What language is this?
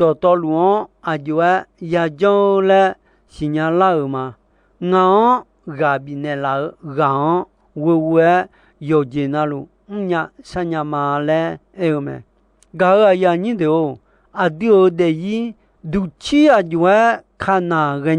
Akha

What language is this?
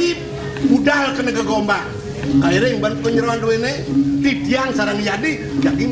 Balinese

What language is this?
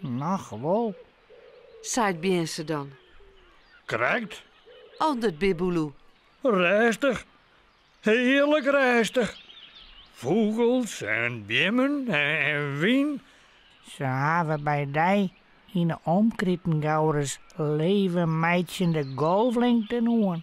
Western Frisian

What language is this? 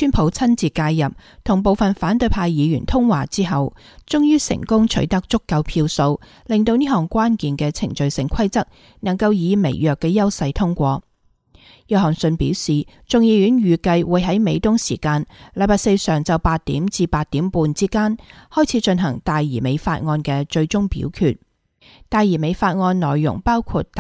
Cantonese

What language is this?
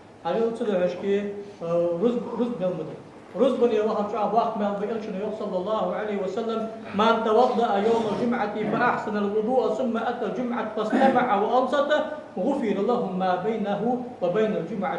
Ingush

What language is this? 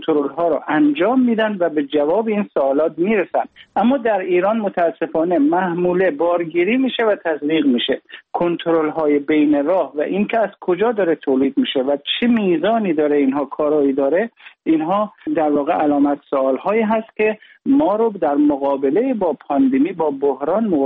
Persian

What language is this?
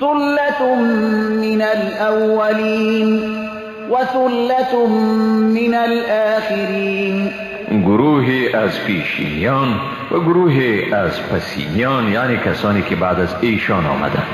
Persian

